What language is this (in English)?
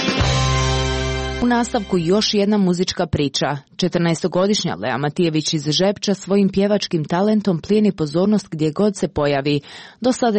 Croatian